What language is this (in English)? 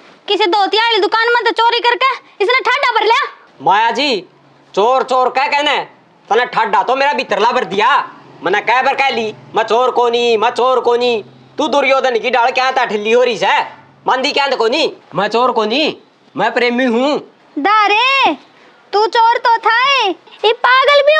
Haryanvi